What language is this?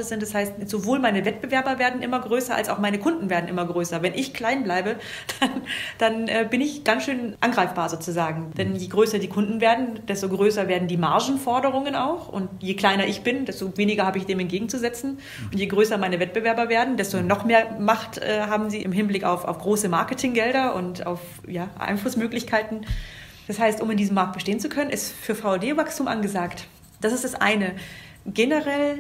German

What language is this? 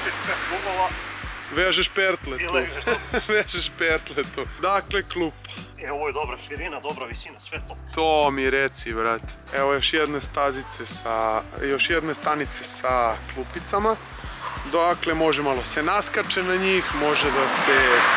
Serbian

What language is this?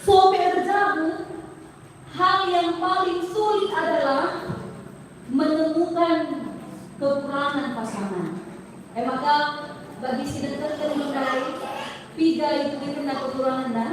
Batak Karo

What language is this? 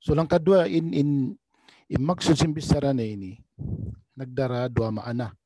Tausug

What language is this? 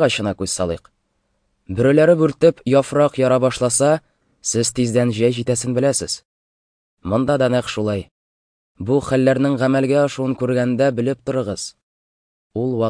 Tatar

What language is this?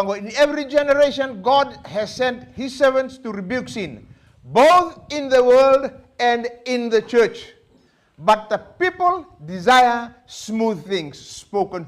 Fijian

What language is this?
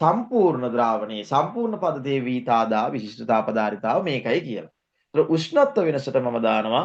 Sinhala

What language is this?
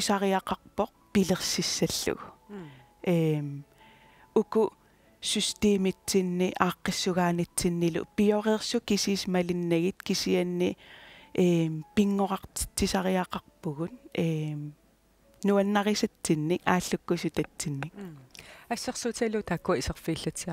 Kalaallisut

